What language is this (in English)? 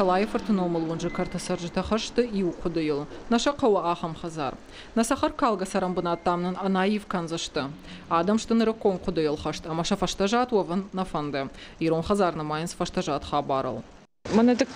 Ossetic